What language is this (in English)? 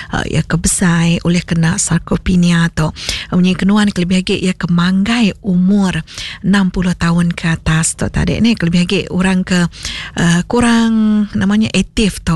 Iban